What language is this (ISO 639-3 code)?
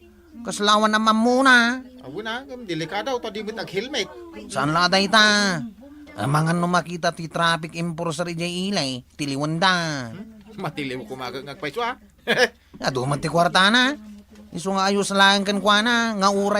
ilo